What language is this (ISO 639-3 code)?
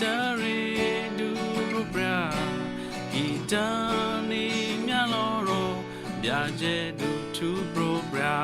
kyu